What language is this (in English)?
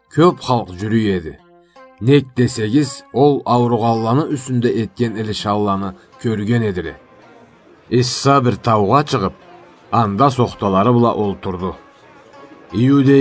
Karachay-Balkar